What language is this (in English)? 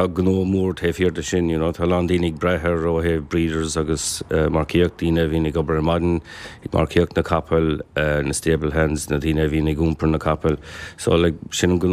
Irish